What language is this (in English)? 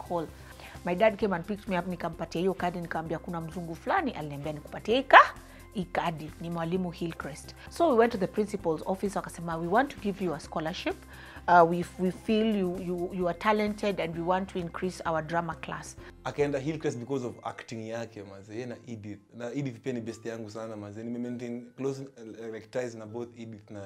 Swahili